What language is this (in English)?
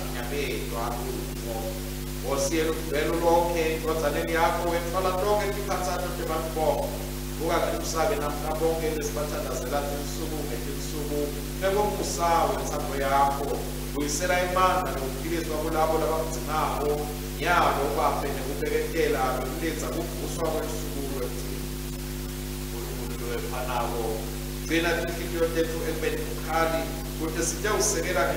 Swati